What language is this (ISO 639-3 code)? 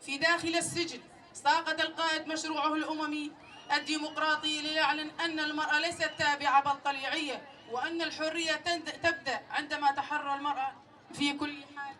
kur